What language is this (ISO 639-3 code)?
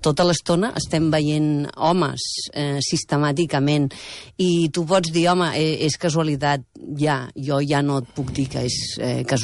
cat